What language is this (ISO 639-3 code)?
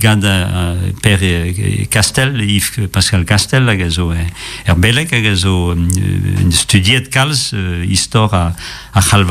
bre